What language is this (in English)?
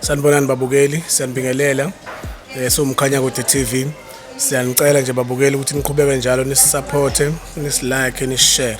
Zulu